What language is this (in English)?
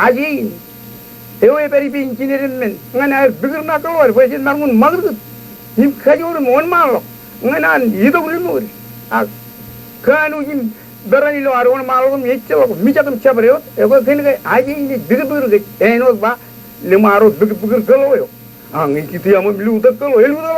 Marshallese